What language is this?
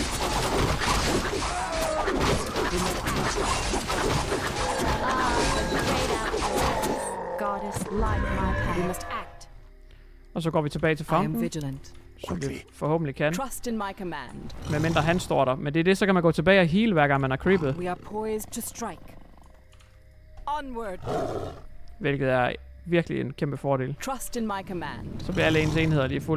Danish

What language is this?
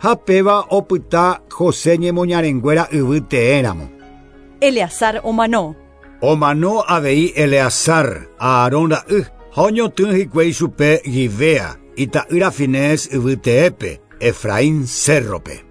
Guarani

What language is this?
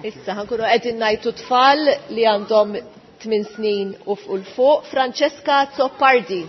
Maltese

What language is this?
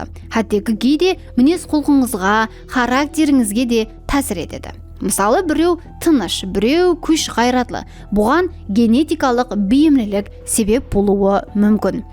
Kara-Kalpak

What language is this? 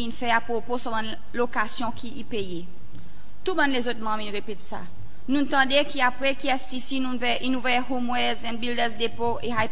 Seselwa Creole French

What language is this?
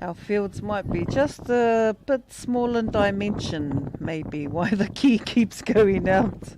Māori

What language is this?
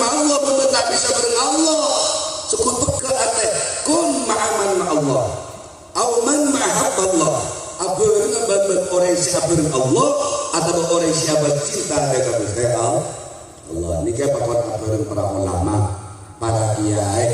Madurese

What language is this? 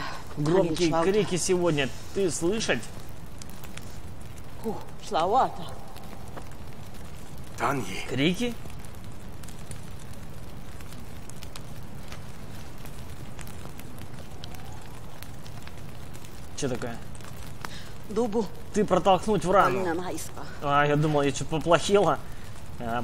Russian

